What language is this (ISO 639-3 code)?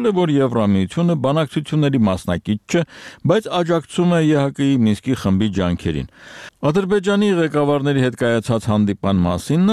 hye